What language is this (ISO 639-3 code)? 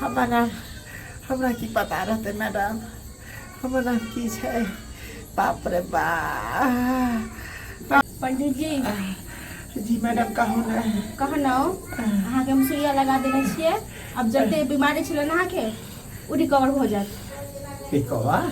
mai